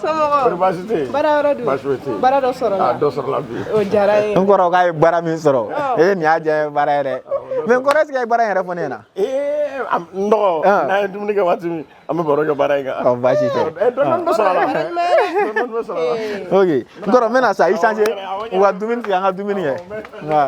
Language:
Bambara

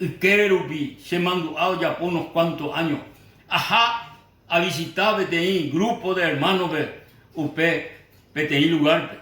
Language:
Guarani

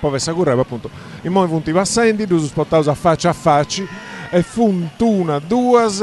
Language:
Sardinian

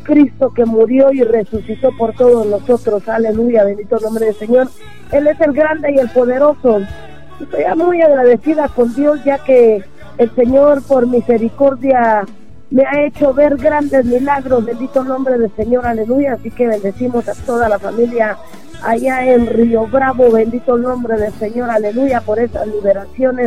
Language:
Spanish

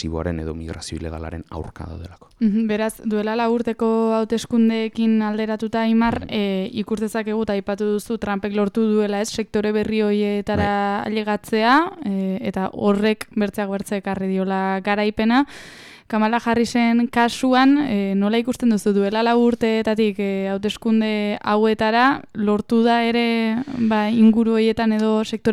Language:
Basque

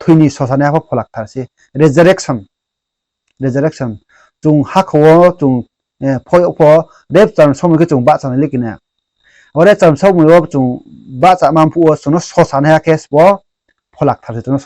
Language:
Riang (India)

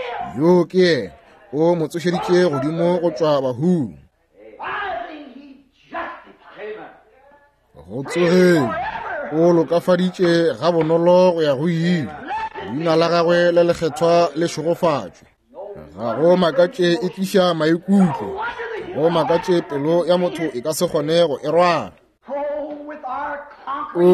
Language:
Northern Sotho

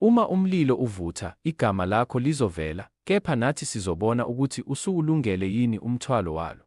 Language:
Zulu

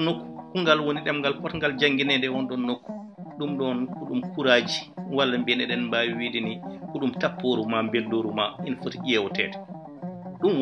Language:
Fula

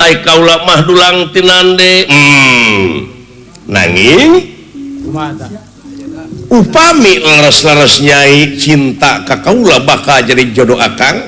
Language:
Sundanese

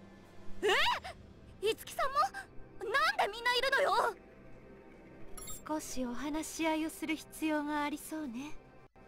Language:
Japanese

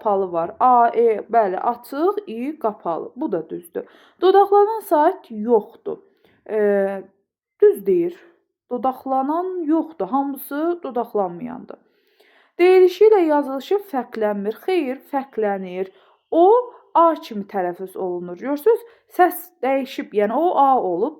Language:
Azerbaijani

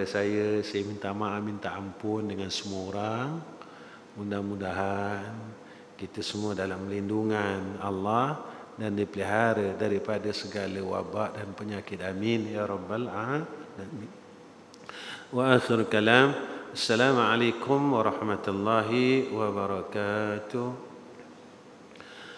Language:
Malay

